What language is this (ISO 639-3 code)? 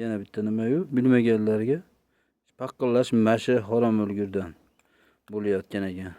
uzb